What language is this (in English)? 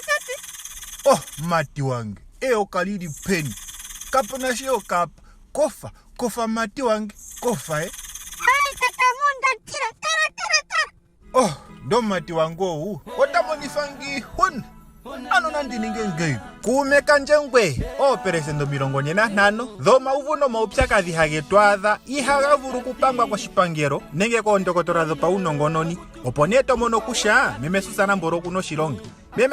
Ndonga